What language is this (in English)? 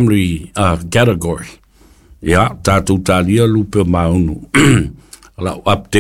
Samoan